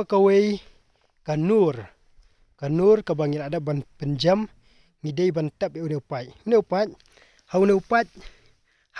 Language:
Khasi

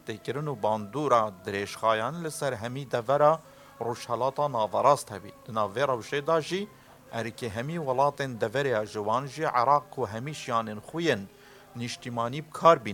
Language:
Kurdish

